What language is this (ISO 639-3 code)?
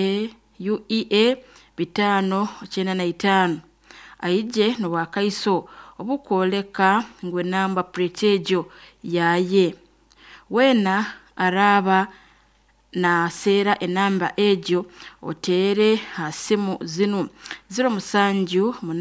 nyo